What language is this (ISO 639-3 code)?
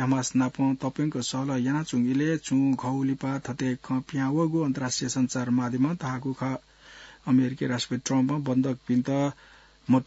new